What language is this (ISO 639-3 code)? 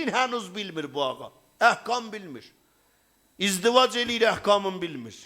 azb